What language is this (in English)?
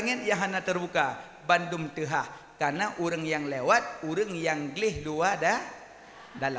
Achinese